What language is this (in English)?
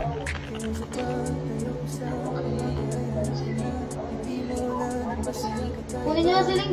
Filipino